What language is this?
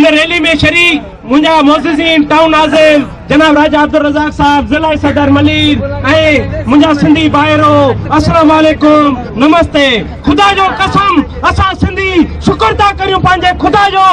Sindhi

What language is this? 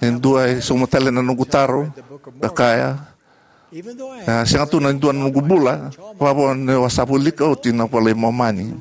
Fijian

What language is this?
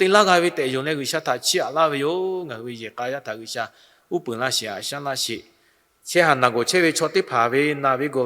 Lahu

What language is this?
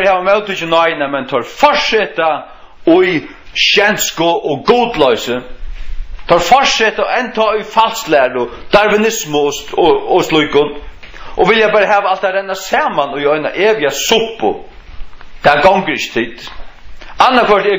Faroese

